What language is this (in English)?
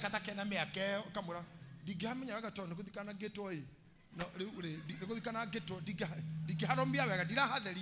Kikuyu